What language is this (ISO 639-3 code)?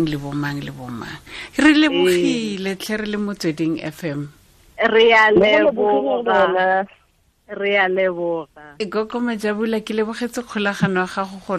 tsn